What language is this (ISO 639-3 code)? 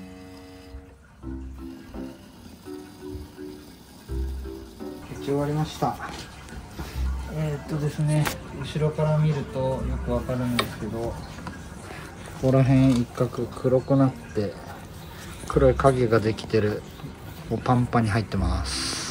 jpn